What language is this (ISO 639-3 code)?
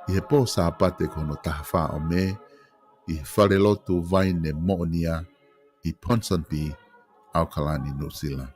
ton